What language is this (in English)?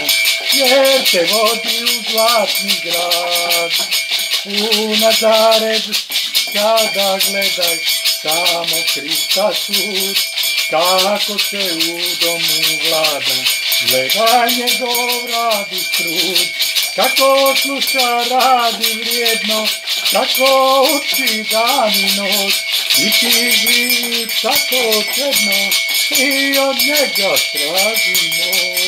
Croatian